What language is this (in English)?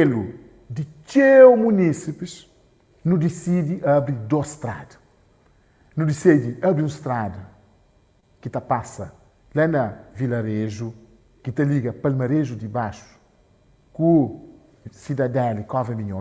Kabuverdianu